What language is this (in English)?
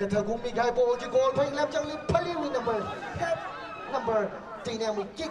Tangkhul Naga (India)